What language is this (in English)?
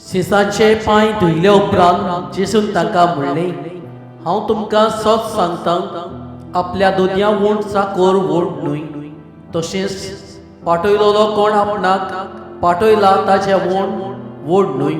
Konkani